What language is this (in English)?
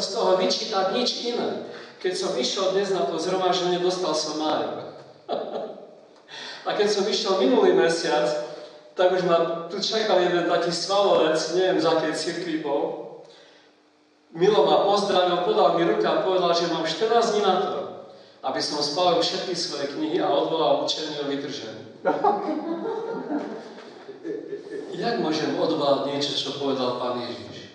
Slovak